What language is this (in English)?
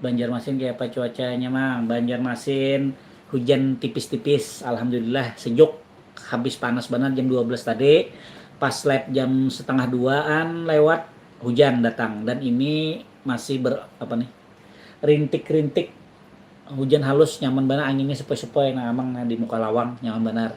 Banjar